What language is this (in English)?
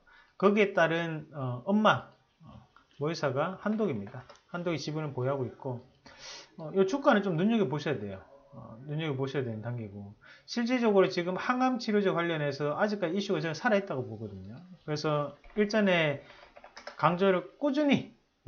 Korean